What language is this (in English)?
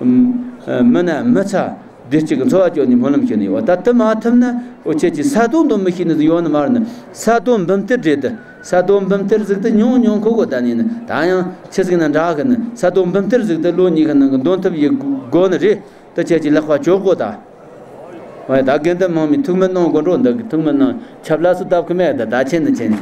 Tibetan